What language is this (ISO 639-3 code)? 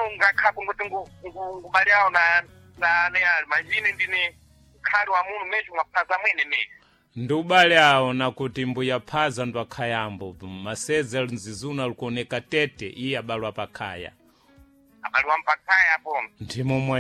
seh